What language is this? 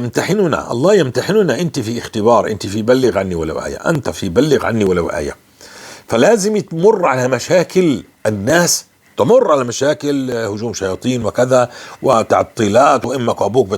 North Levantine Arabic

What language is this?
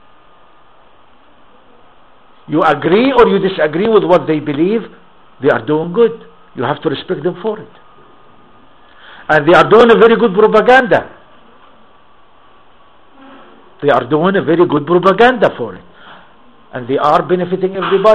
English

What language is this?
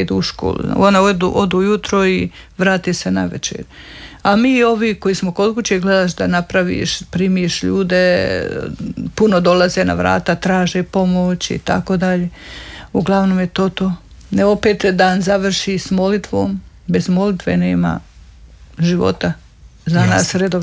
Croatian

